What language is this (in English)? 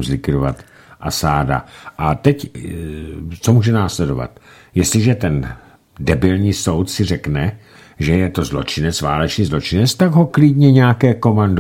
Czech